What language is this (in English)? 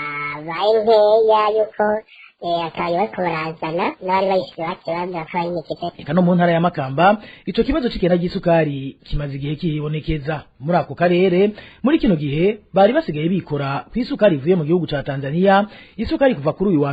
Rundi